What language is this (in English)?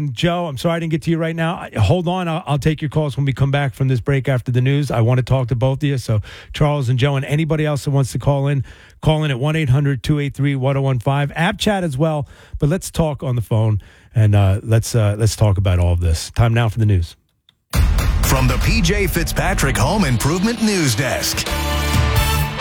English